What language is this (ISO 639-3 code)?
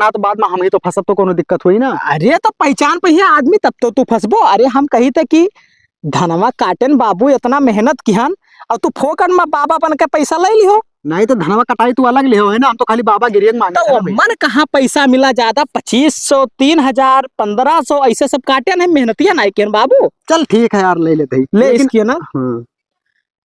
awa